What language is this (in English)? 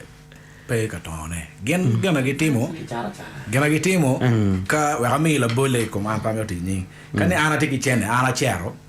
Acoli